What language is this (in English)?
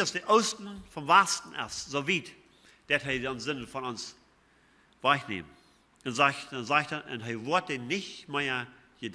Plautdietsch